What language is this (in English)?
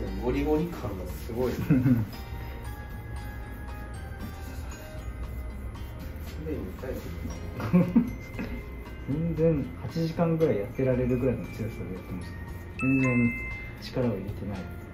Japanese